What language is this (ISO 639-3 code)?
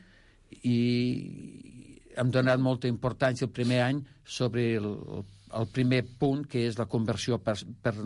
cat